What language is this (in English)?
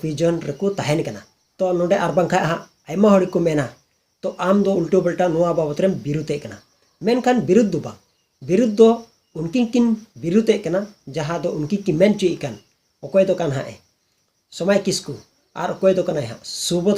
Santali